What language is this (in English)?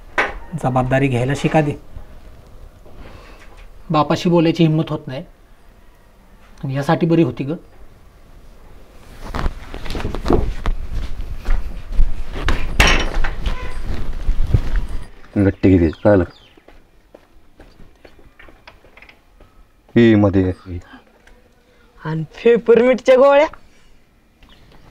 Marathi